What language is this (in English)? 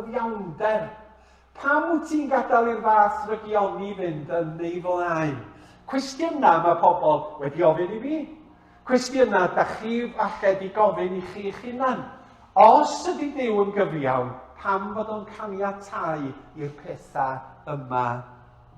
Welsh